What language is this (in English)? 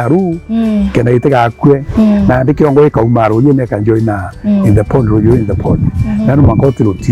Meru